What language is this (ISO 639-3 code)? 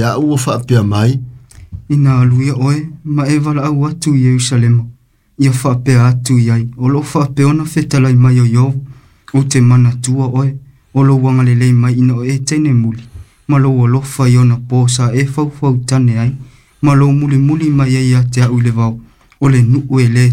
smo